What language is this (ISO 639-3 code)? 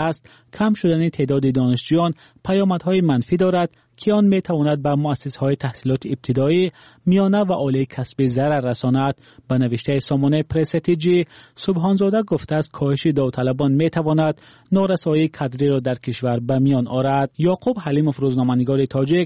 tgk